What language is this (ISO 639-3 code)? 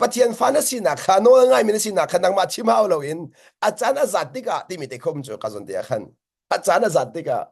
cnh